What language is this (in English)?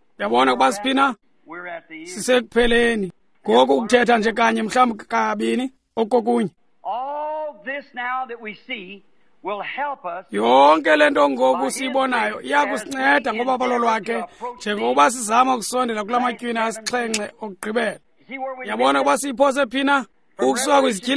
Xhosa